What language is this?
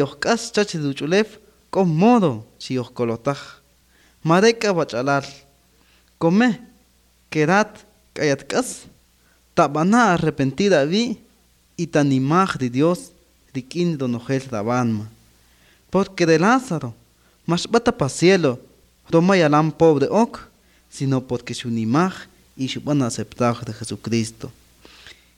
Kaqchikel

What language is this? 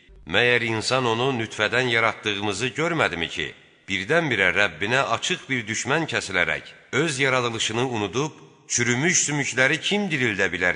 Azerbaijani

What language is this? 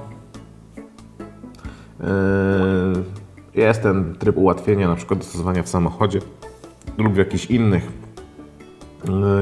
Polish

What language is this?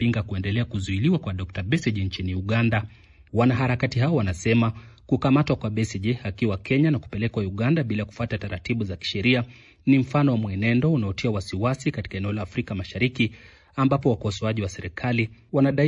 Swahili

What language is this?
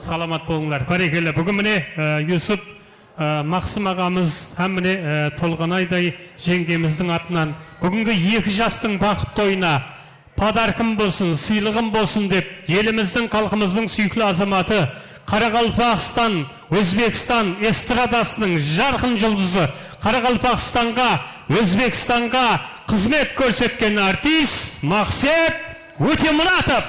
Kara-Kalpak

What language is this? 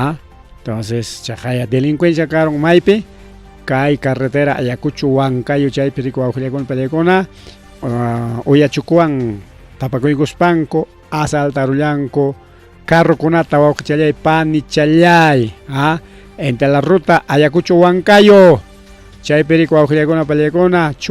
Ayacucho Quechua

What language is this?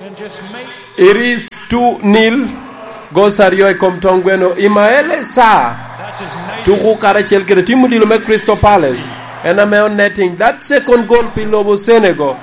Lango (Uganda)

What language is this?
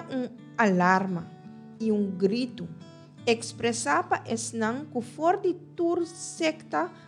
Papiamento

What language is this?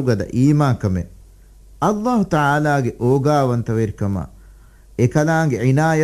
Divehi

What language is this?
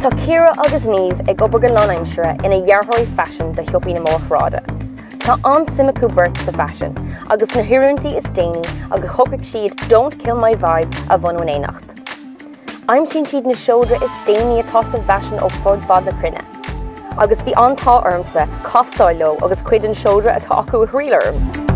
Irish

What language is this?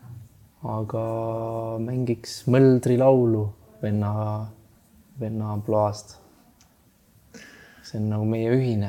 Estonian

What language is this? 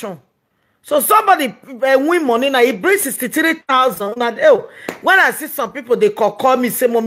Nigerian Pidgin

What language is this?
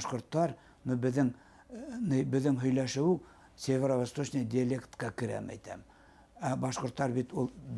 Bashkir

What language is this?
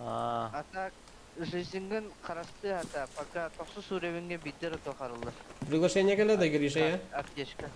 Yakut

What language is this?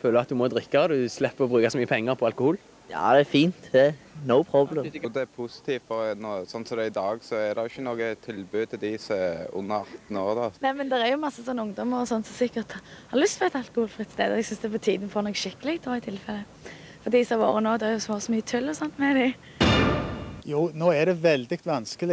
Norwegian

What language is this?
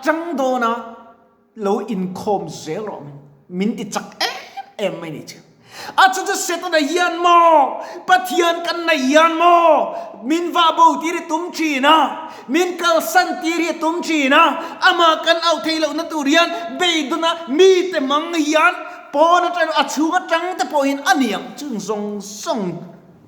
Mizo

